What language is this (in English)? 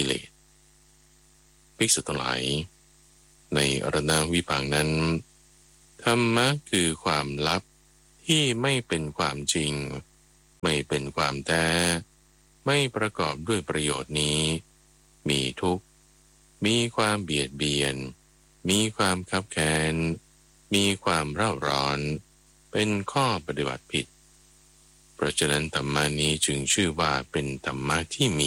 Thai